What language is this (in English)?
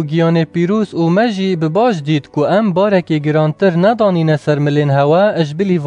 Kurdish